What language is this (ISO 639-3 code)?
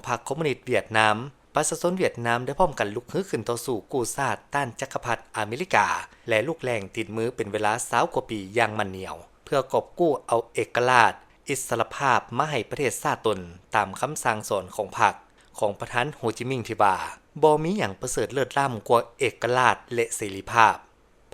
lao